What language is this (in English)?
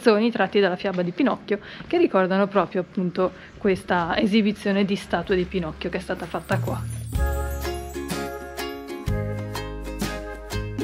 Italian